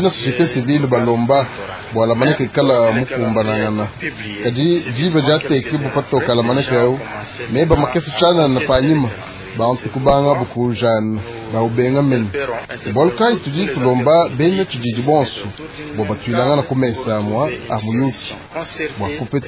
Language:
Luba-Lulua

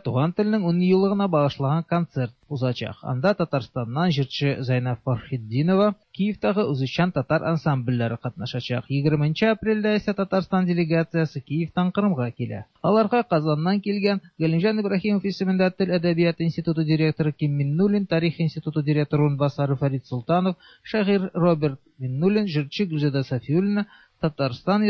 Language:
Tatar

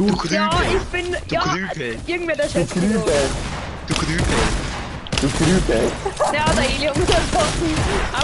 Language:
Bavarian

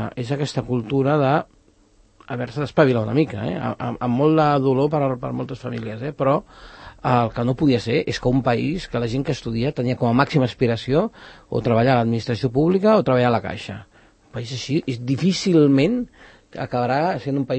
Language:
Catalan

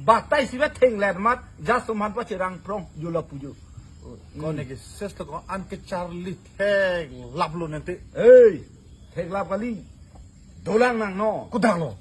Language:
Karbi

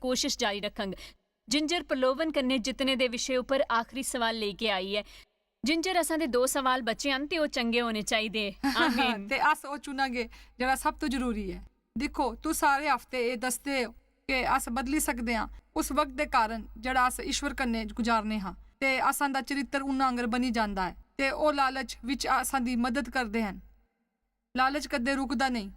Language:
Dogri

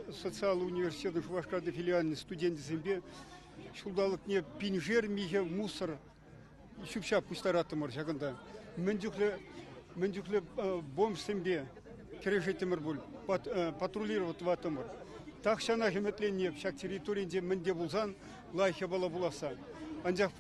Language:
Chuvash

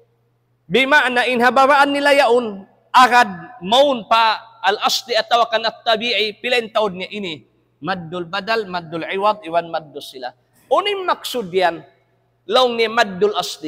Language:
Tausug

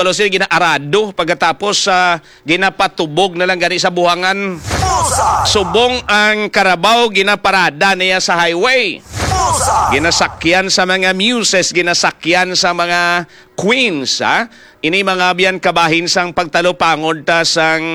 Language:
Hiligaynon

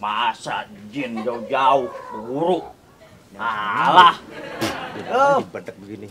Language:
Betawi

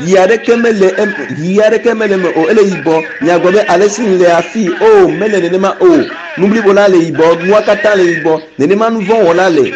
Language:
Ewe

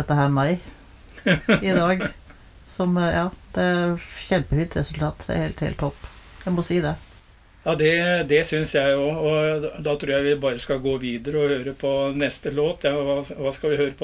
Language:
Norwegian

